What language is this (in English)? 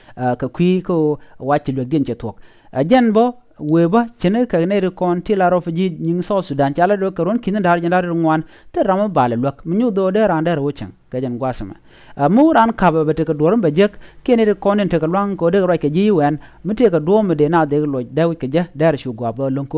Nuer